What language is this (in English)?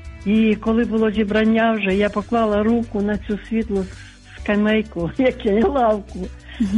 Ukrainian